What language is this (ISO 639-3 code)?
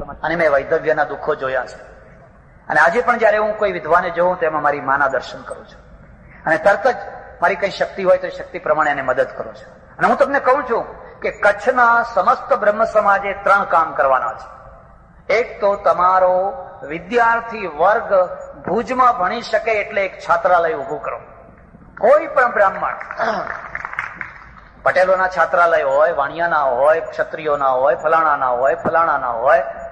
guj